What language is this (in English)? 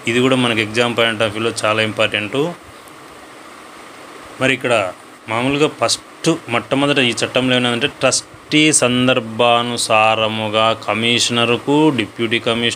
Telugu